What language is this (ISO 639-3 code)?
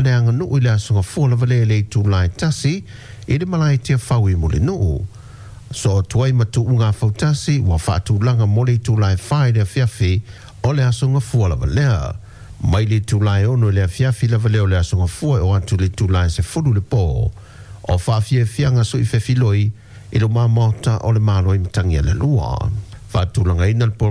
smo